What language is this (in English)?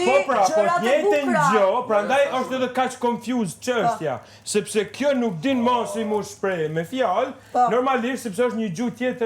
Albanian